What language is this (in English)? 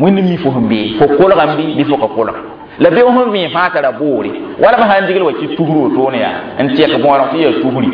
Mossi